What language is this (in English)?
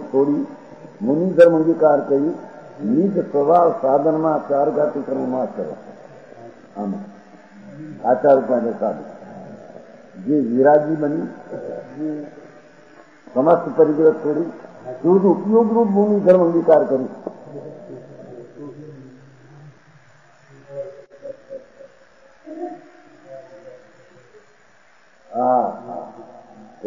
Gujarati